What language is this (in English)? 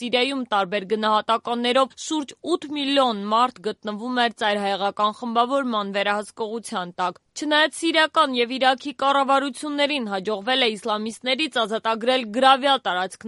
Armenian